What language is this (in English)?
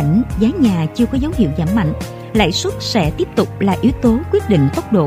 Vietnamese